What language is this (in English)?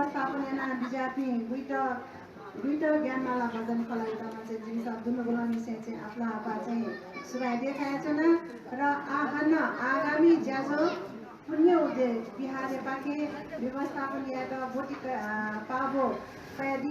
Newari